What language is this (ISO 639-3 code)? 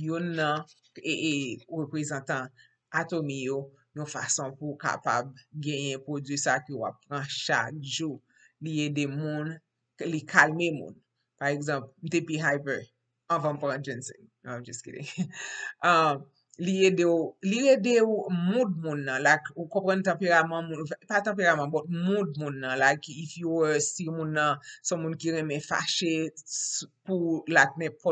hat